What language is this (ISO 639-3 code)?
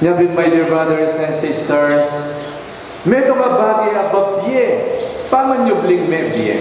pam